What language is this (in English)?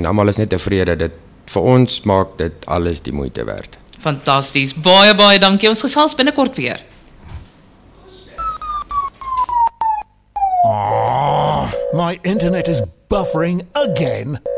Afrikaans